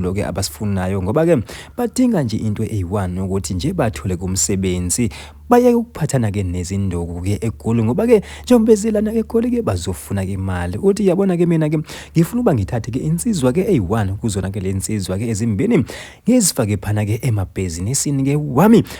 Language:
Zulu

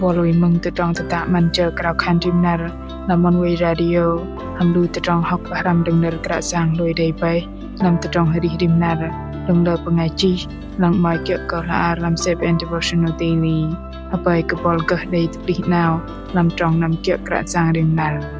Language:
Bahnar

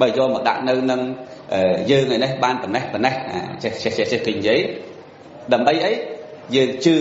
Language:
Khmer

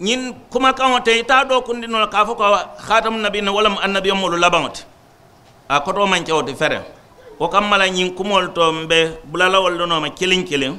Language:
Mandingo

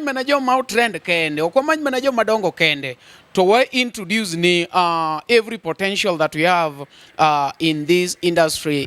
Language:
Luo (Kenya and Tanzania)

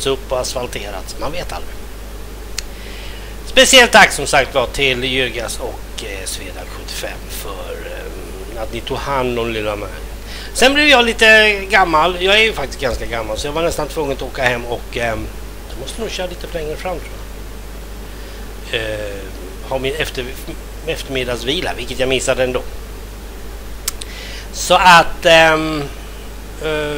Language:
Swedish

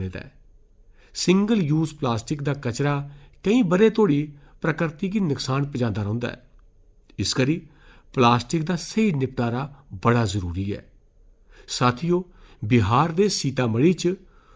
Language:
Dogri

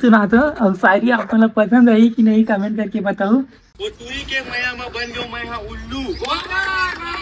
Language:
Chhattisgarhi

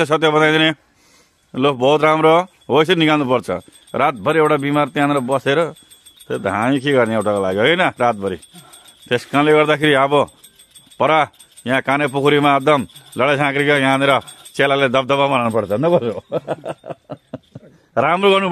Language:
Nepali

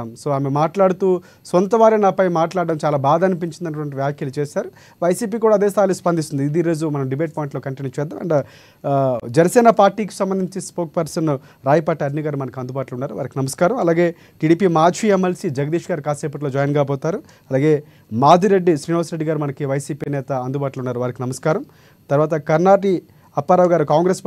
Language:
Telugu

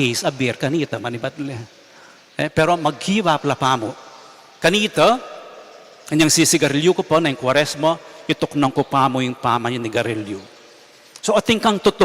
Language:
Pampanga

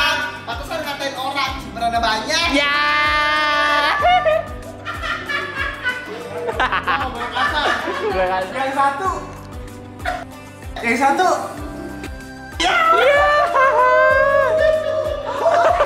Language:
Indonesian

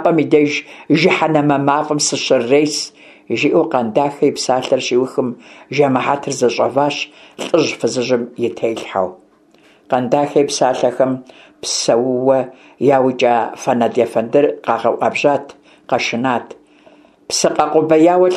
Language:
Kabardian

